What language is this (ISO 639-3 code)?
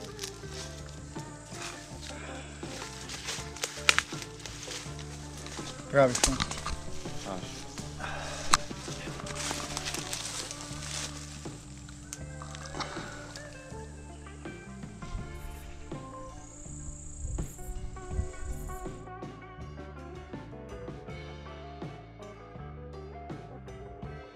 srp